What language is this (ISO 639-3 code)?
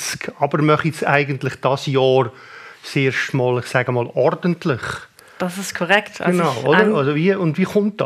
gsw